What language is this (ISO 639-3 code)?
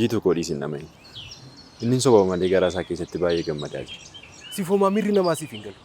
orm